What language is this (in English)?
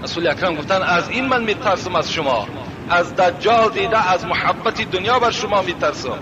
Tajik